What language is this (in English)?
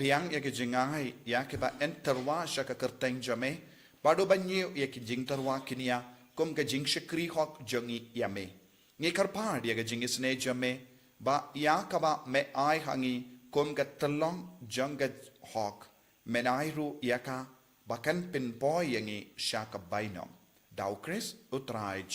Khasi